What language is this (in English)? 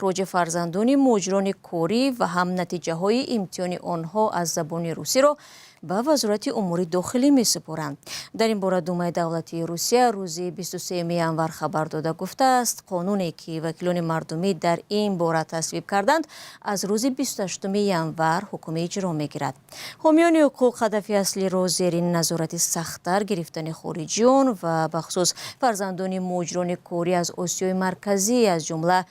Tajik